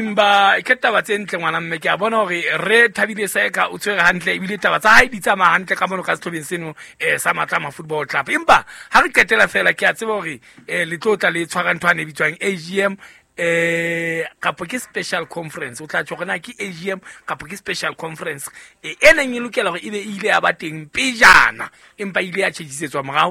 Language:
Southern Sotho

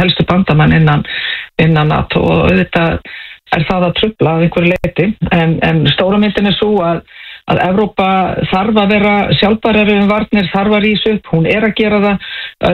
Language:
Icelandic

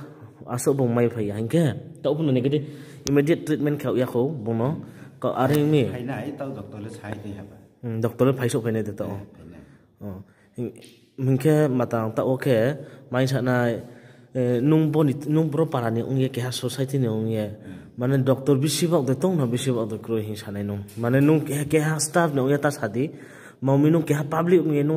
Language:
Riang (India)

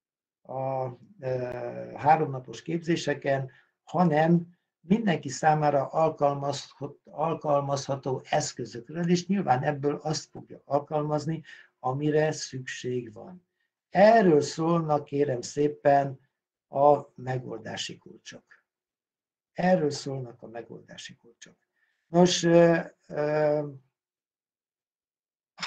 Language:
Hungarian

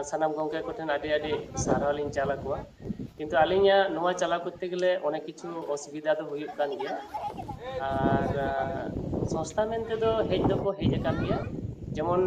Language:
Santali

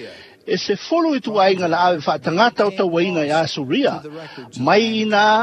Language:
Samoan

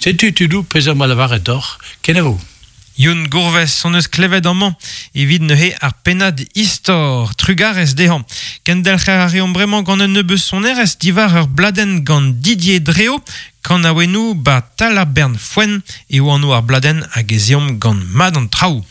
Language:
Breton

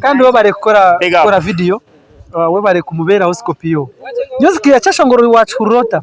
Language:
Nyankole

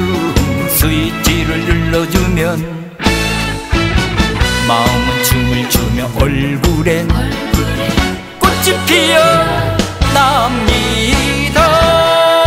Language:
Korean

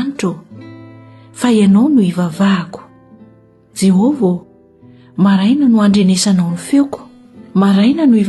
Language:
Malagasy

